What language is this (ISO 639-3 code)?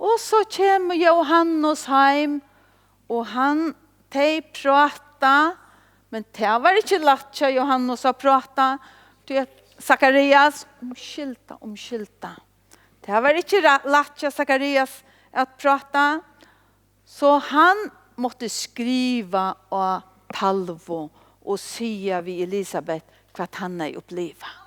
fao